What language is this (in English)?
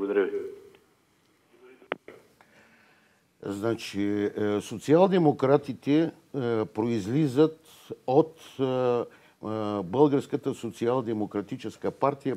Bulgarian